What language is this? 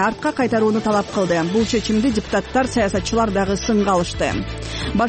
Kyrgyz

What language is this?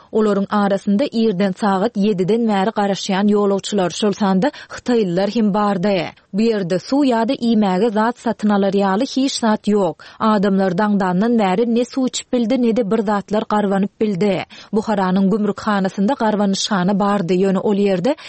Turkmen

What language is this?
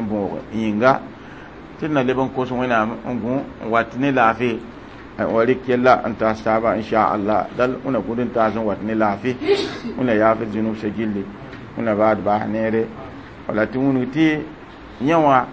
Mossi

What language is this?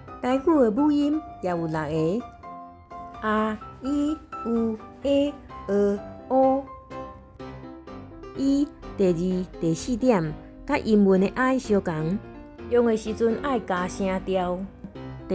Min Nan Chinese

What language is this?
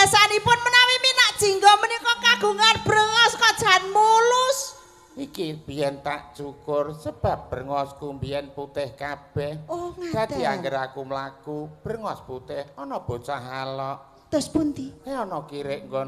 Javanese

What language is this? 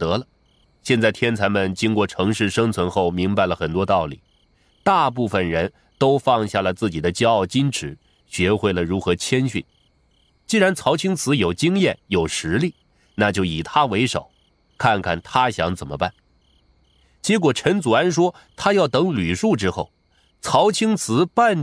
Chinese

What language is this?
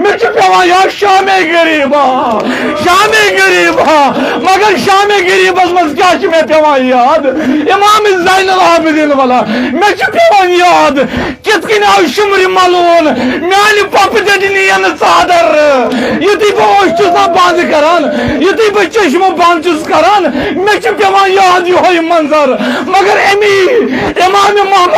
Kashmiri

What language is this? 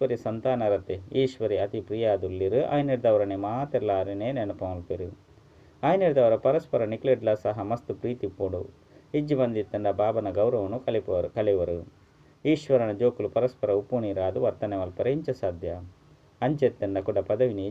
Tulu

